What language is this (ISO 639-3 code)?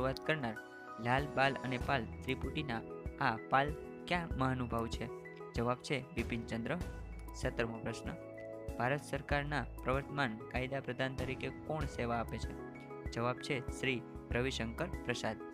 guj